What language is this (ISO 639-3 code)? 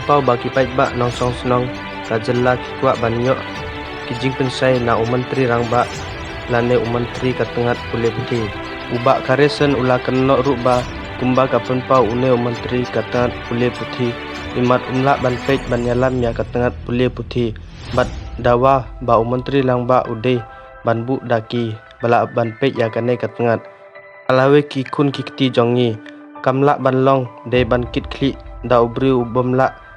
kha